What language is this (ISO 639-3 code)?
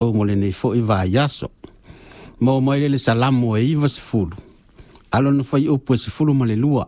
smo